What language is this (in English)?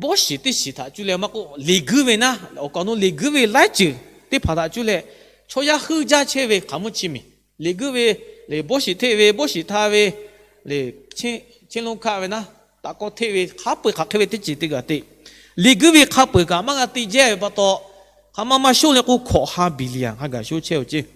Lahu